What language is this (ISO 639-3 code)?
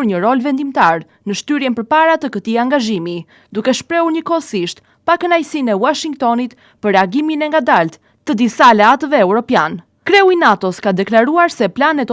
sqi